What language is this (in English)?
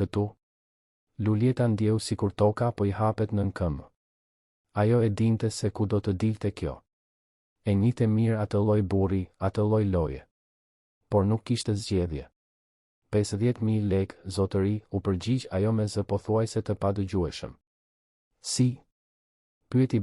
Albanian